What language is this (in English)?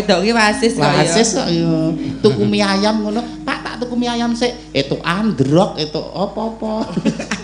Javanese